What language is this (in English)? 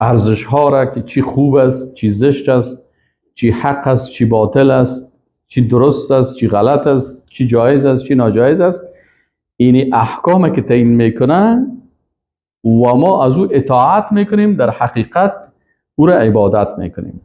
Persian